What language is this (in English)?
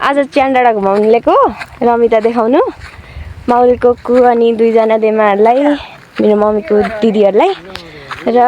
Nepali